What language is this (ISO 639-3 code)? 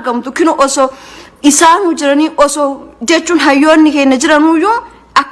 orm